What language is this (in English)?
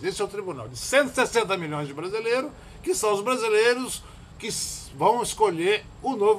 Portuguese